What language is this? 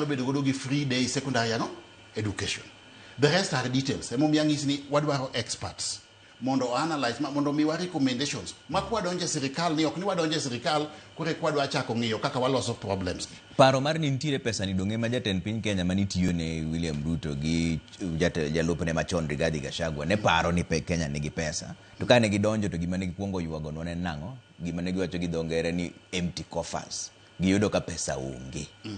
Luo (Kenya and Tanzania)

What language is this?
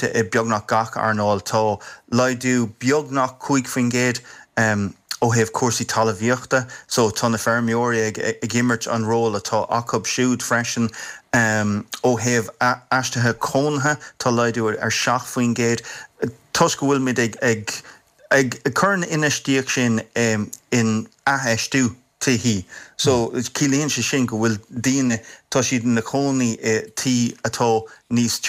Irish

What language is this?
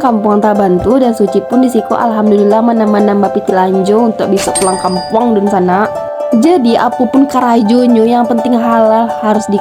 Minangkabau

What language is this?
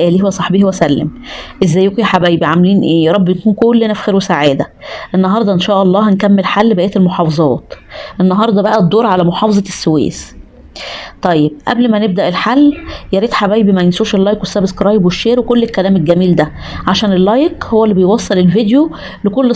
Egyptian Arabic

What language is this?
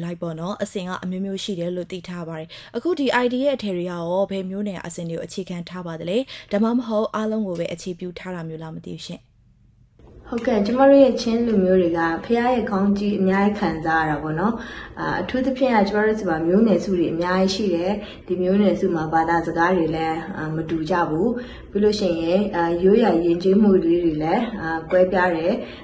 Burmese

